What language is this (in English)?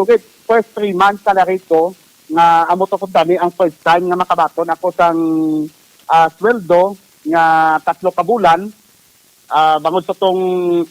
Hiligaynon